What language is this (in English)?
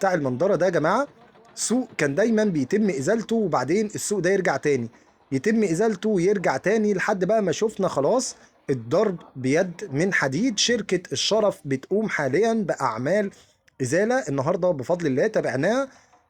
Egyptian Arabic